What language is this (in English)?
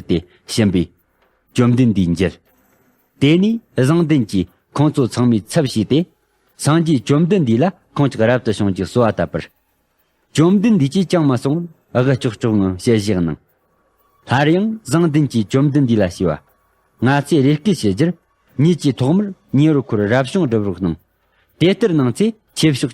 Tibetan